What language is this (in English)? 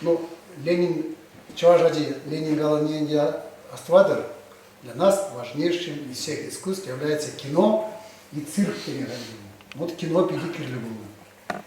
Chuvash